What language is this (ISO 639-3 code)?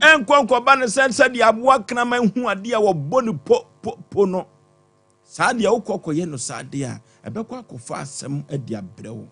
aka